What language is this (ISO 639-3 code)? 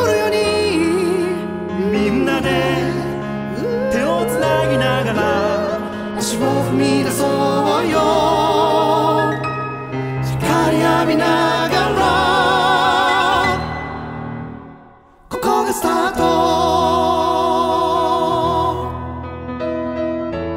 jpn